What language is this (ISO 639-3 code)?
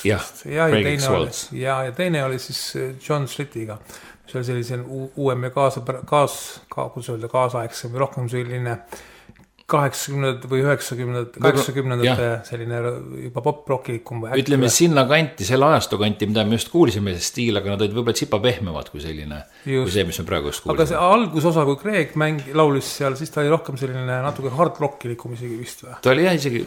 est